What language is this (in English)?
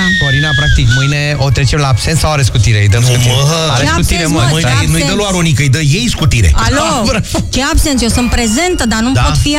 Romanian